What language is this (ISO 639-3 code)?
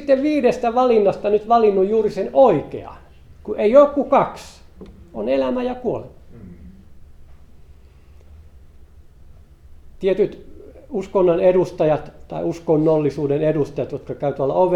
fin